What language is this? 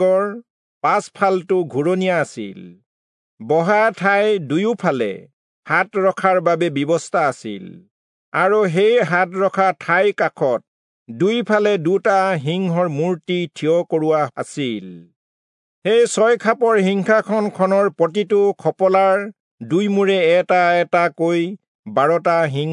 Assamese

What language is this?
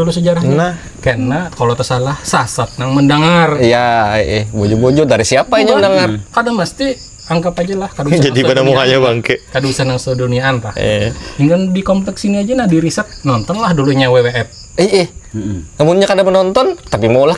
Banjar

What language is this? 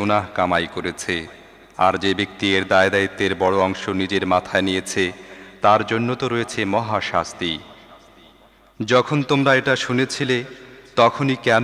Bangla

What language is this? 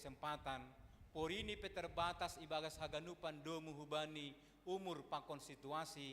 Batak Simalungun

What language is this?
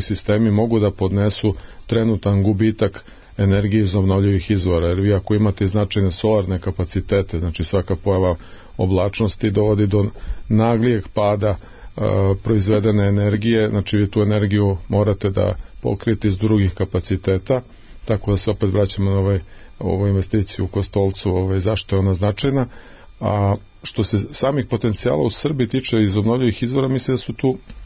Serbian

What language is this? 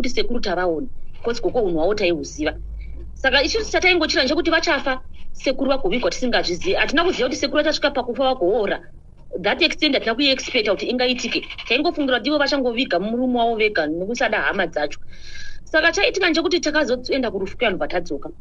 Shona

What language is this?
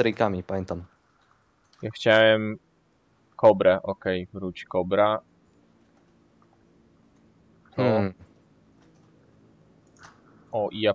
Polish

